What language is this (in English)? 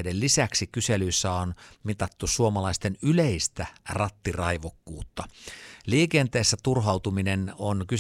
Finnish